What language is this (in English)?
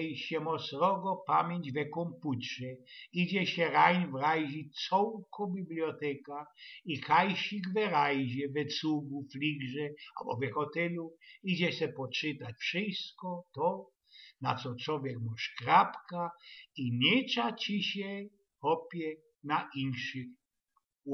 Silesian